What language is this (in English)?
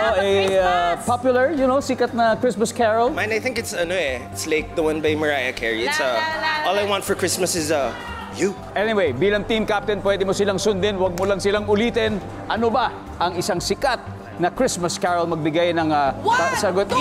Filipino